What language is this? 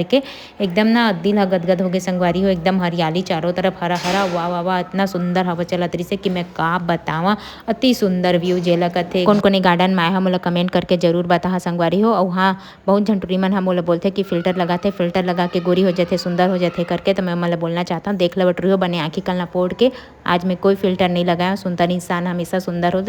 Chhattisgarhi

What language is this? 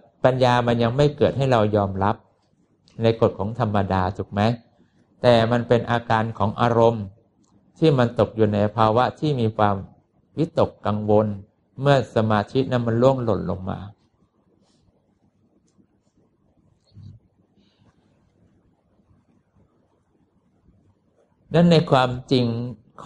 Thai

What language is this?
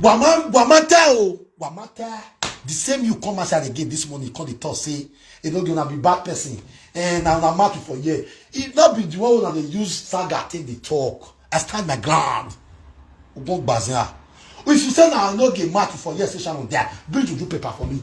Nigerian Pidgin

